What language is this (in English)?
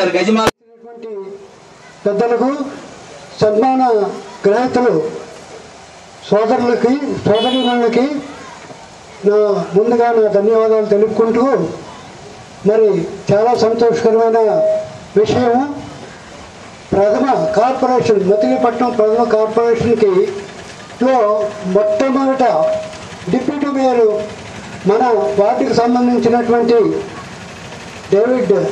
Telugu